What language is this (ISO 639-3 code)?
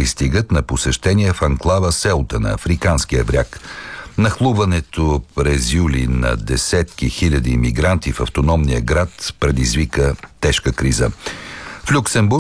bul